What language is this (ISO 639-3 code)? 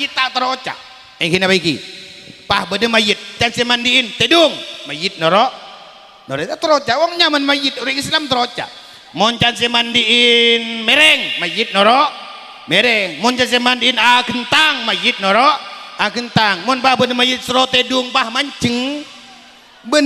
mad